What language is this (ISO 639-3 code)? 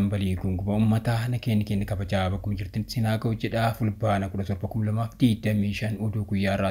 orm